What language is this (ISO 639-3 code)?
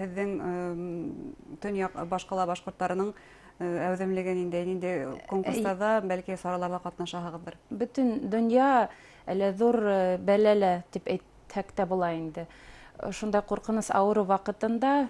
bak